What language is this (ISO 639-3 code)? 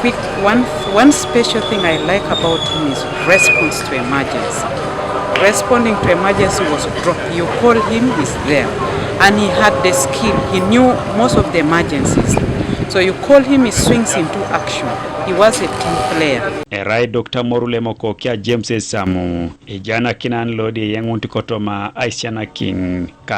teo